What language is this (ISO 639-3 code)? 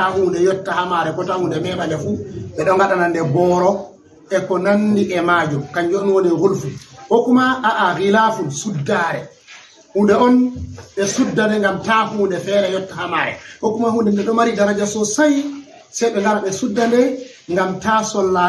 ful